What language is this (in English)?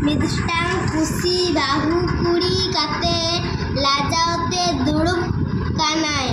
Santali